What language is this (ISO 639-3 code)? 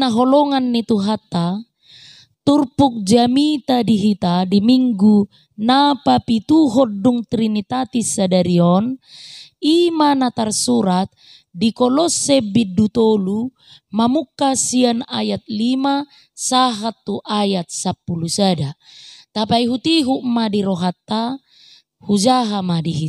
bbc